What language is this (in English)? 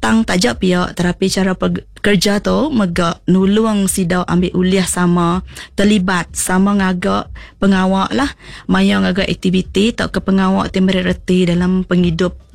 Iban